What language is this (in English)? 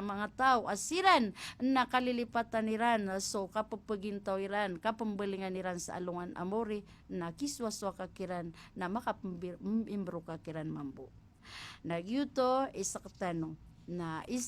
Maranao